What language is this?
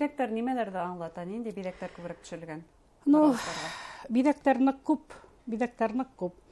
Bashkir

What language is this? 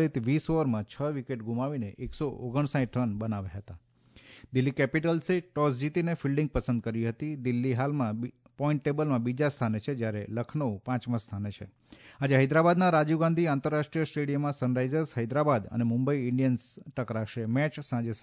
Gujarati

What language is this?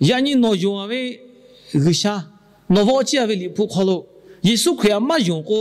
Lahu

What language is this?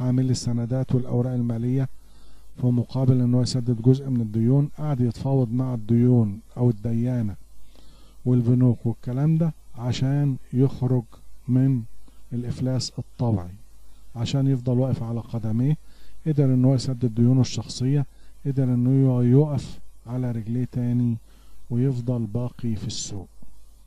Egyptian Arabic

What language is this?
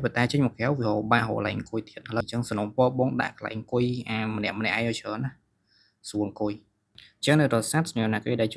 Khmer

